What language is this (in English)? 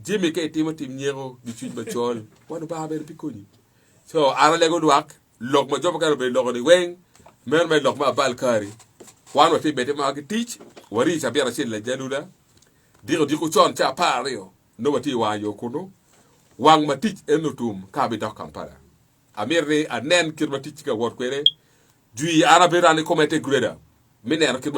Acoli